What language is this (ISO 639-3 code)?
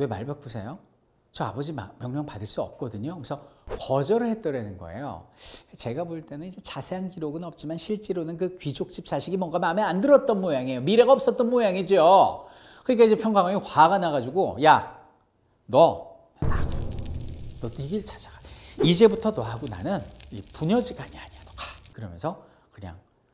kor